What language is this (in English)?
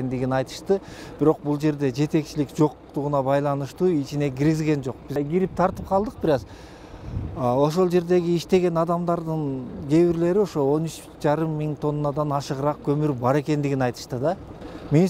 Kyrgyz